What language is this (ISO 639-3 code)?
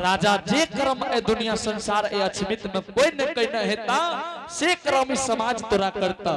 anp